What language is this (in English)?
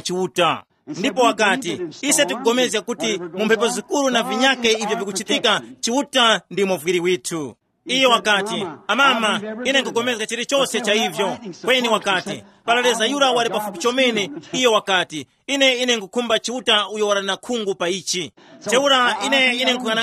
Tumbuka